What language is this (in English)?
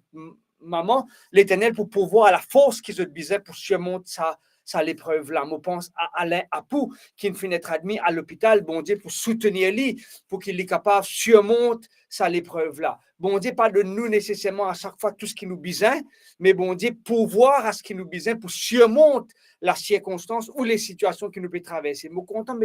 Morisyen